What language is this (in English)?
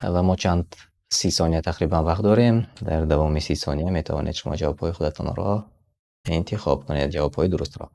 Tajik